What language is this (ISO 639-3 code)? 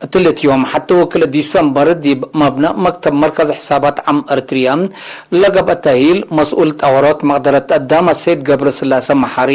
tig